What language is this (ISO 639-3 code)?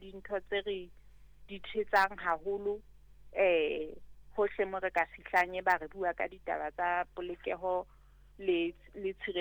sot